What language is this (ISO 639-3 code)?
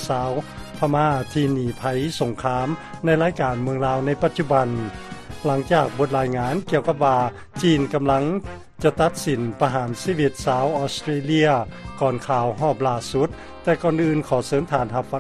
lao